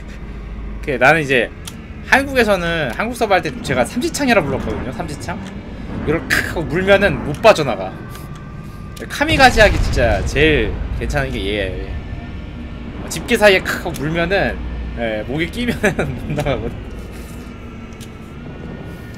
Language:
Korean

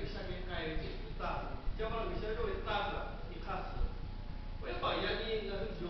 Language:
Lahu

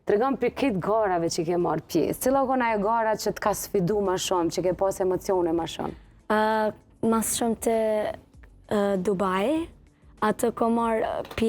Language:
Albanian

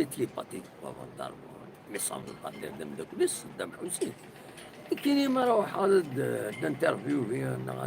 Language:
Kabyle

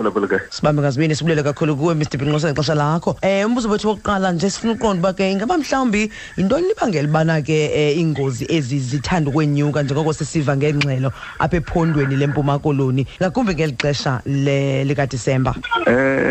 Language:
Xhosa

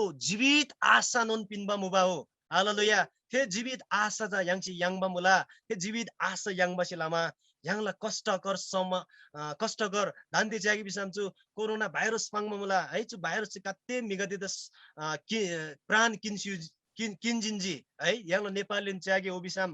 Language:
Eastern Tamang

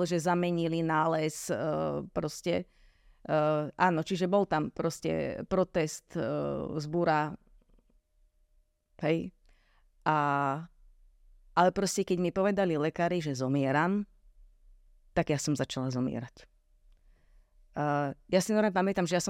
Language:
Slovak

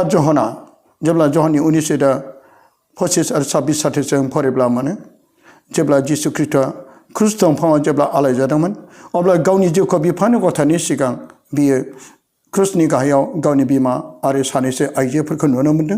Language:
Bodo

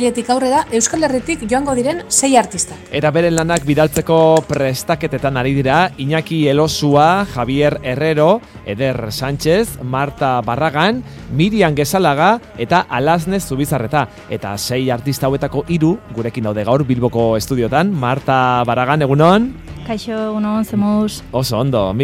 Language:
Basque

